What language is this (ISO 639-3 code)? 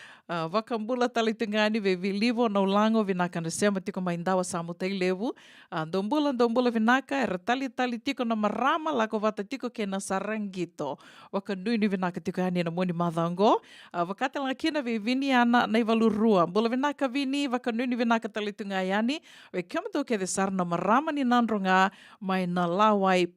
fij